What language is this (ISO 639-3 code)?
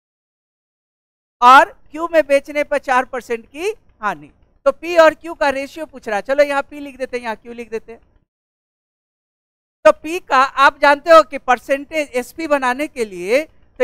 hin